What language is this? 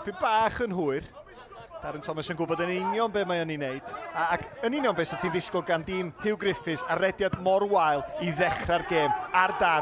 Welsh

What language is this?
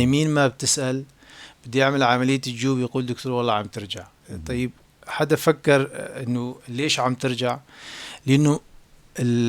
North Levantine Arabic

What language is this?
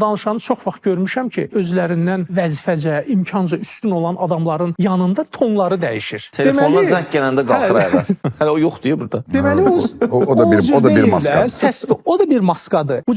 Azerbaijani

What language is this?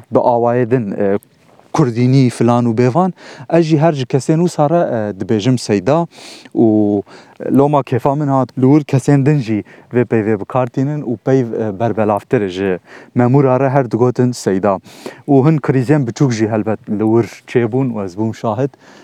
Kurdish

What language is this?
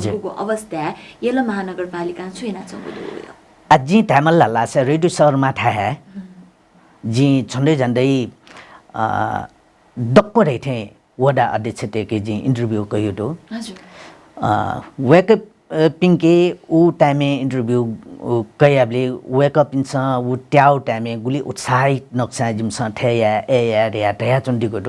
Newari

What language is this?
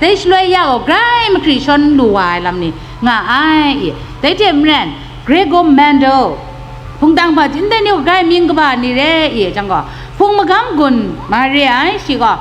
Kachin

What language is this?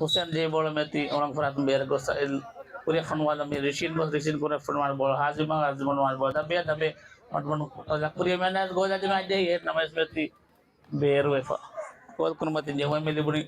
Divehi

